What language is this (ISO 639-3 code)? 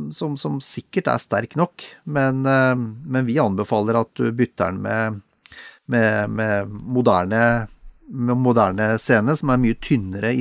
nor